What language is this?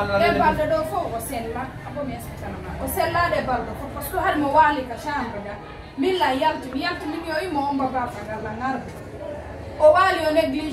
Fula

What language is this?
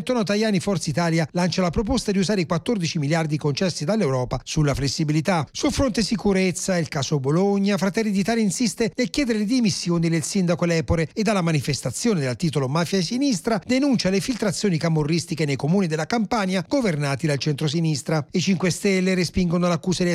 Italian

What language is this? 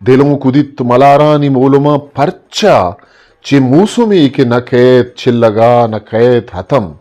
Eastern Balochi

